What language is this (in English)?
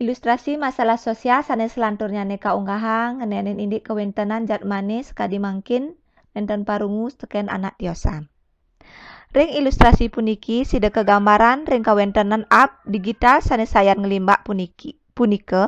Balinese